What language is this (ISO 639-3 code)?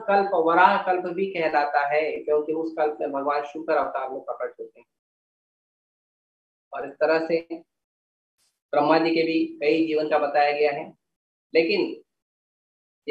hin